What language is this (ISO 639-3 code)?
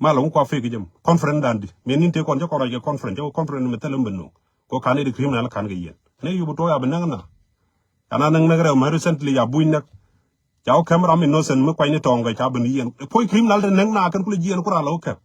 nus